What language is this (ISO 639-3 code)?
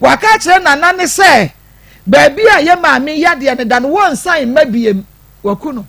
aka